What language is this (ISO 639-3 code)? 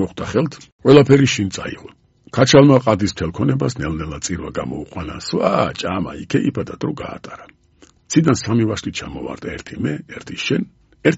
kat